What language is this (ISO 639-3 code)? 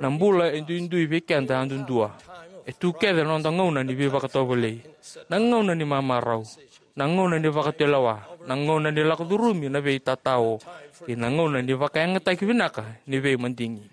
fij